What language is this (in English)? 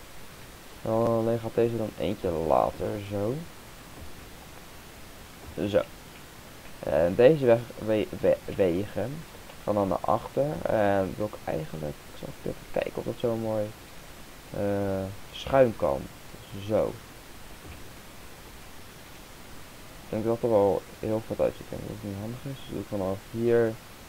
Dutch